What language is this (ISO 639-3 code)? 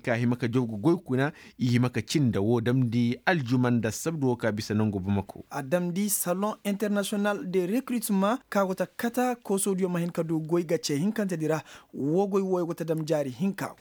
ses